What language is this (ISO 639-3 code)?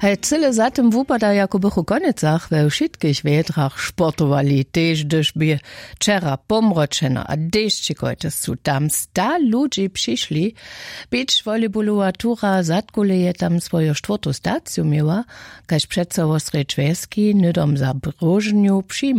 hsb